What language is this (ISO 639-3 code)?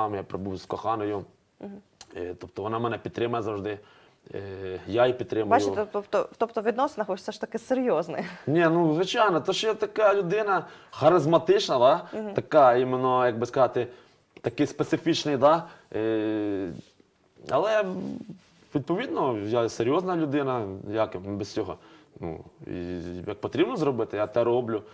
ukr